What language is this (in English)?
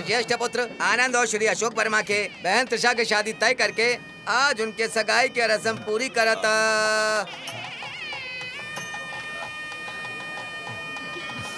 Bhojpuri